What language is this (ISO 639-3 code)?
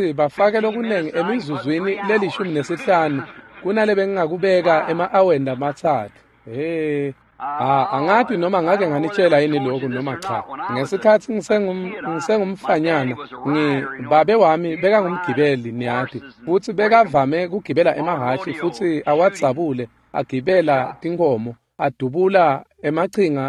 ssw